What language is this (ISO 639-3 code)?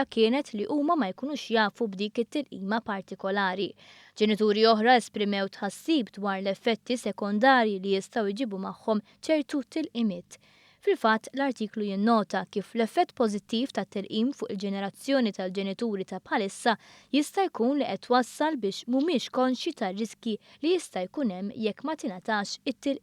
mlt